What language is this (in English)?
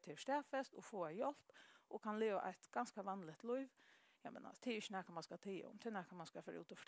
Faroese